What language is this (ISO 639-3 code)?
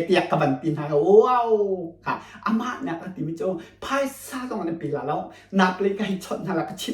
cnh